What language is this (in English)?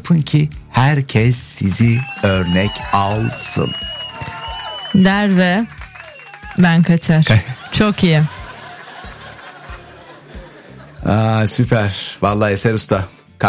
Turkish